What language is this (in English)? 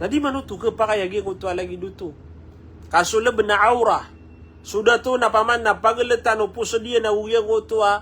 Maranao